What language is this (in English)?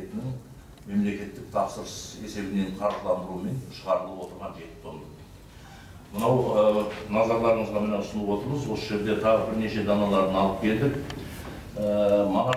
Kazakh